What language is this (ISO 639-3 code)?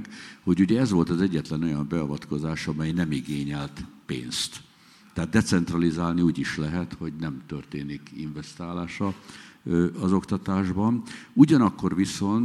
hun